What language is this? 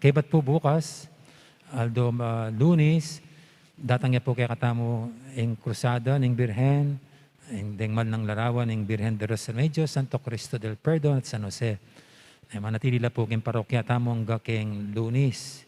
Pampanga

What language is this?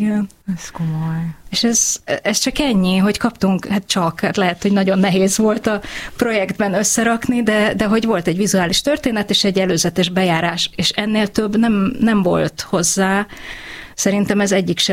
Hungarian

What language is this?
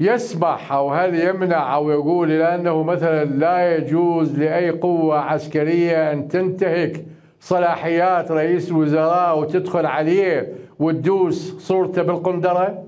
Mesopotamian Arabic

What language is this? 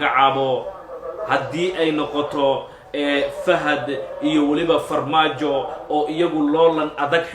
Somali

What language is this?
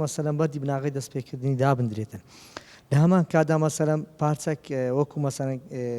Central Kurdish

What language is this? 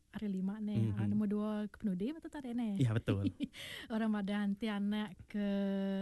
Iban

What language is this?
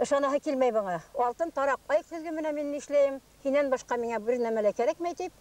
Bashkir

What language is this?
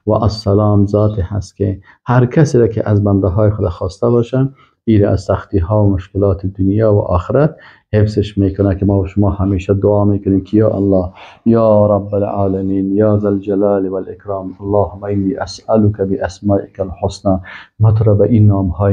Persian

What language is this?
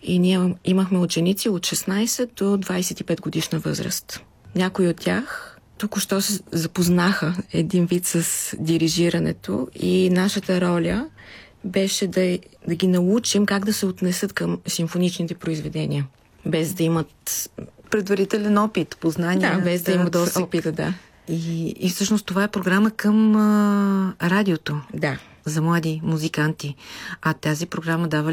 Bulgarian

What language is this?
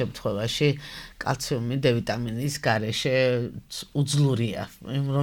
Georgian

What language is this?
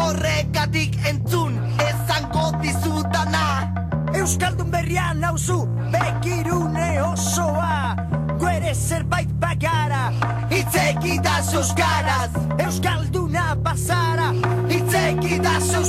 Basque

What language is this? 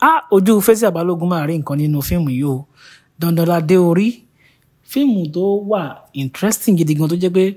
Yoruba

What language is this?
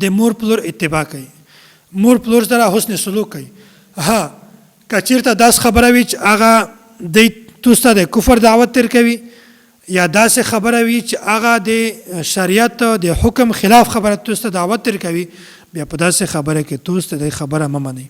Pashto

